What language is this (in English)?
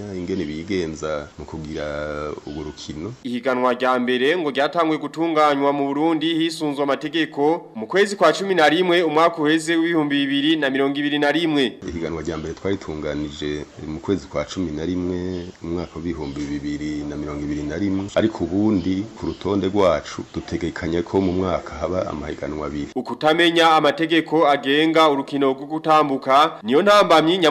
Rundi